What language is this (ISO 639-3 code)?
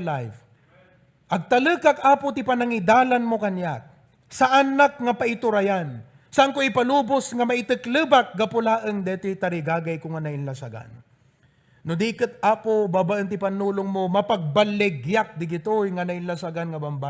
ilo